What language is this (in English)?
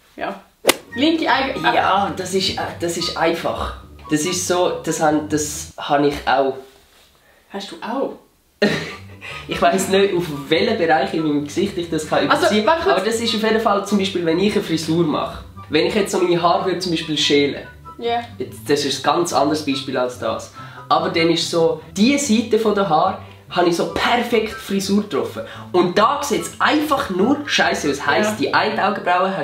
Swiss German